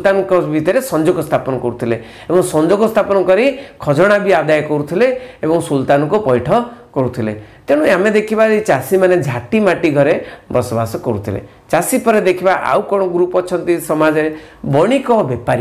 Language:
Odia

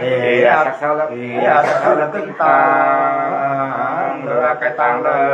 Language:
Nung (Viet Nam)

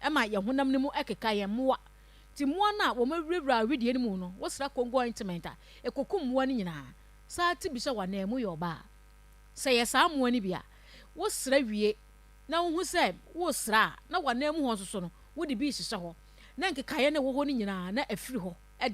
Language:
Akan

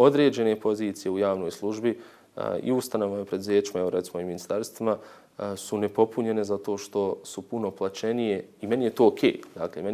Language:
Bosnian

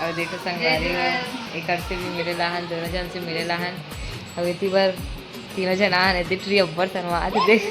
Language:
Chhattisgarhi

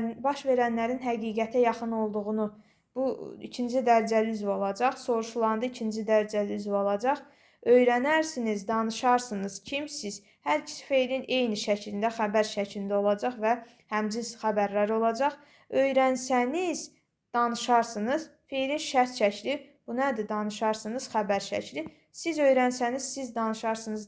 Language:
Azerbaijani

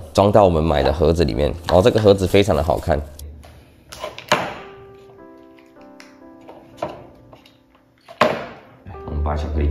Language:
Chinese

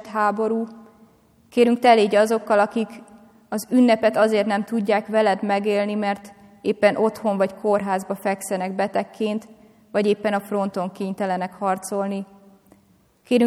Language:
Hungarian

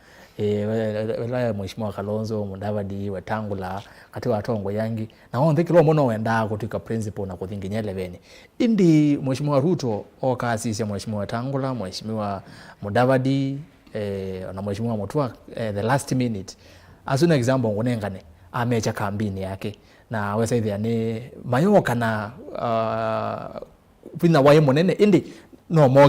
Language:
Kamba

